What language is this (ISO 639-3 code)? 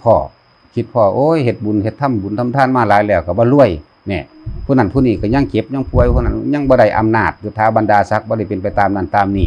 tts